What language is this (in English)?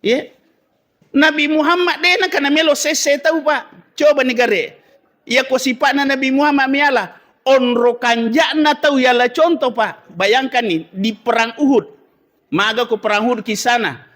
Buginese